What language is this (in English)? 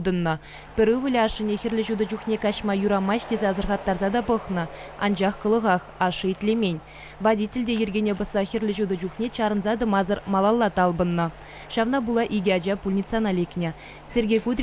Chuvash